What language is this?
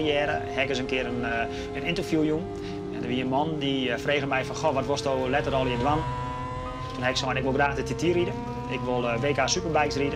Western Frisian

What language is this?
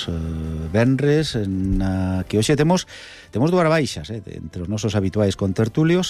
Galician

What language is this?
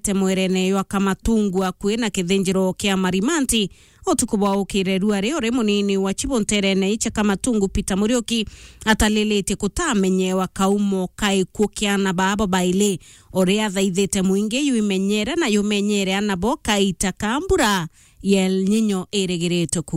Meru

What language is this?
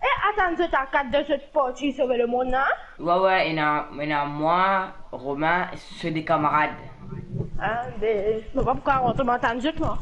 Morisyen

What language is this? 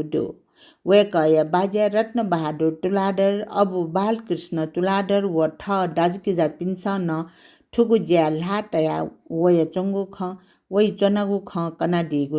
Newari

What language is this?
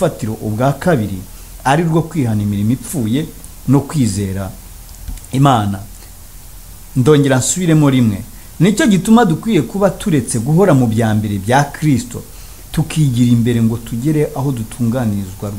Kinyarwanda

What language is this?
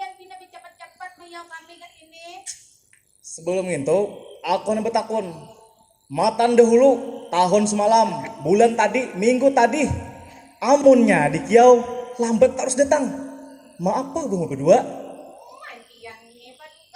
Banjar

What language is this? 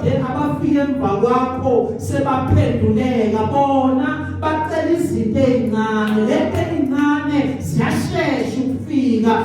Zulu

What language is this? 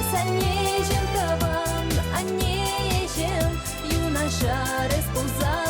Chuvash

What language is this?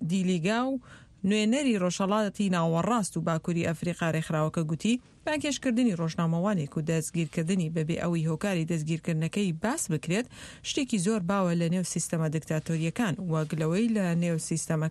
Central Kurdish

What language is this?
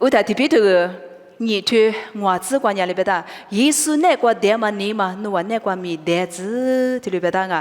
Lisu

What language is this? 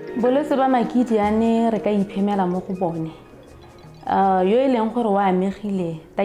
Tswana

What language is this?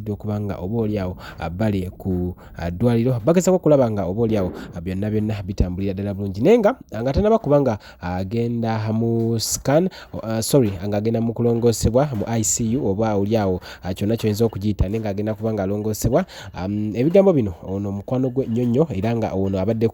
Ganda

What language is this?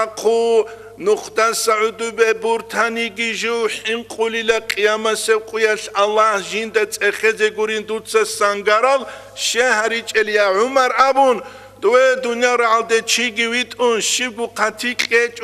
Avaric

